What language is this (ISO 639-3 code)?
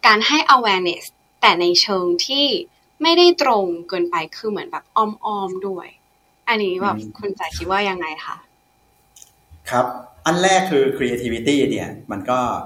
tha